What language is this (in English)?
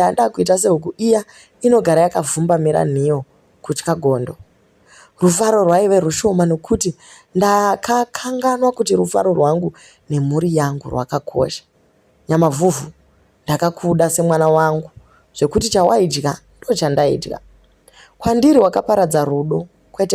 Shona